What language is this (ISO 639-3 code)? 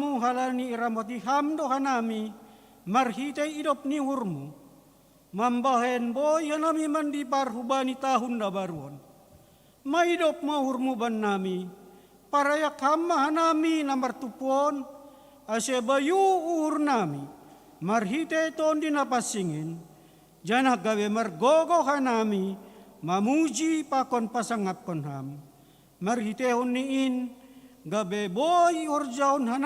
bts